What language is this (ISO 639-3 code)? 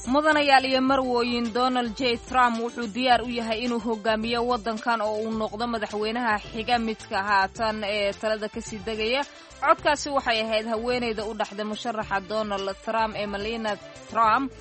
som